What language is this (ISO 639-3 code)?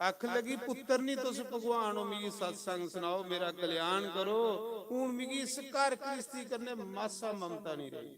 doi